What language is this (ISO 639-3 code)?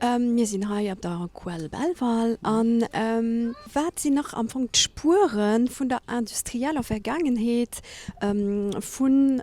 ltz